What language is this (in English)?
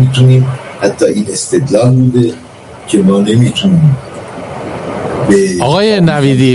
Persian